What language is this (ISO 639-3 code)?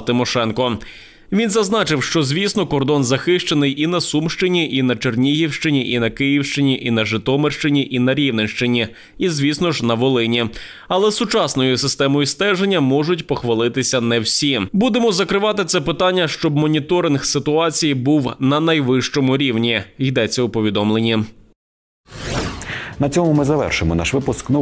ukr